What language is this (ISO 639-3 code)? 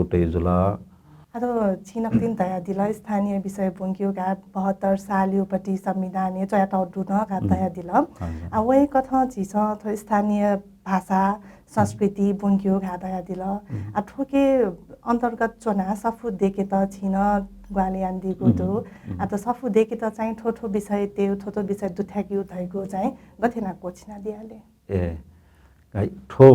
new